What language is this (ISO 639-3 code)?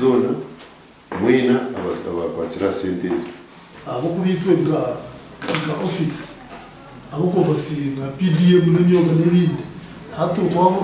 nyn